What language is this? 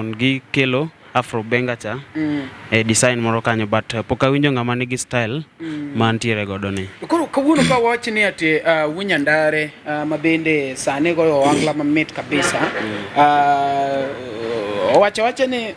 Luo (Kenya and Tanzania)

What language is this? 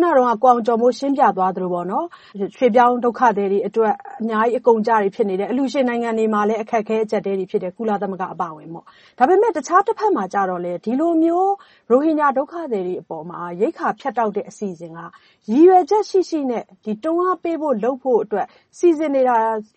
Burmese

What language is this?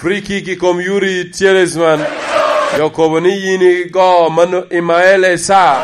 Lango (Uganda)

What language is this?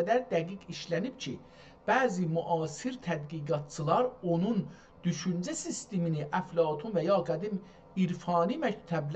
South Azerbaijani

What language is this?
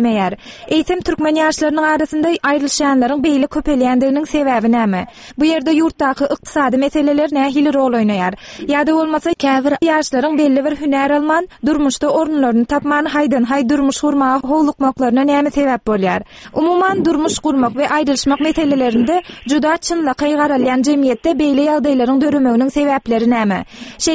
Turkmen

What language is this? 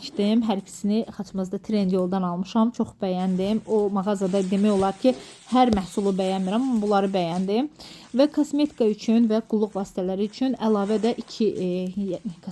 Azerbaijani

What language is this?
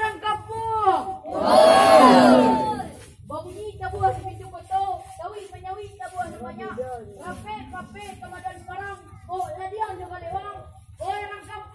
Minangkabau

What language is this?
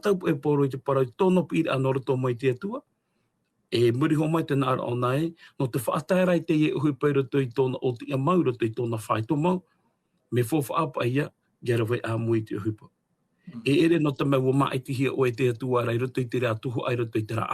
Tahitian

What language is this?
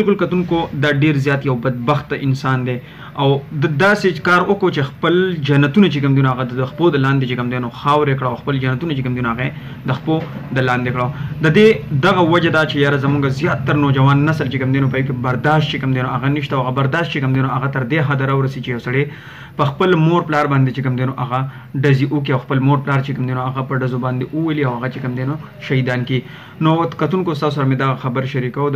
Pashto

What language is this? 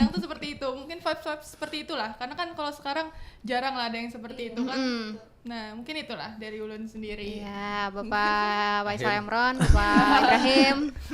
Banjar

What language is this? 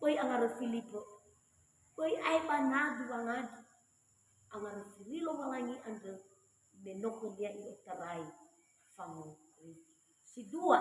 Nias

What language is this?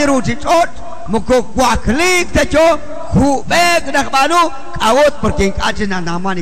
Kekchí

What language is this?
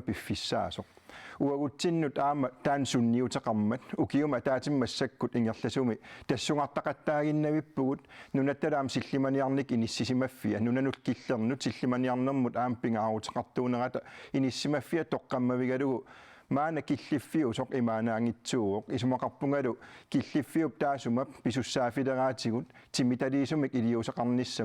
Kalaallisut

